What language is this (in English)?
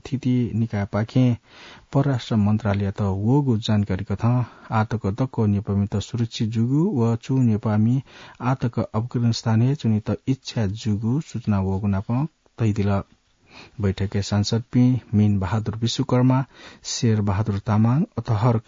Newari